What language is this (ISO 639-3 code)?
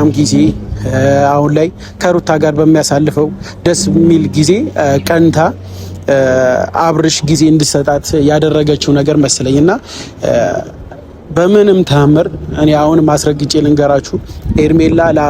amh